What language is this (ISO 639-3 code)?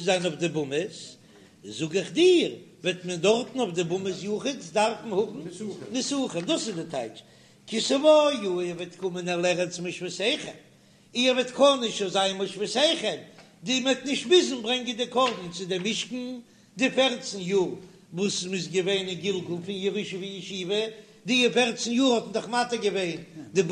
yid